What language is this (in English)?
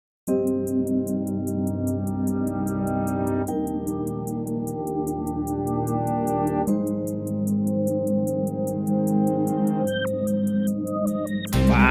Betawi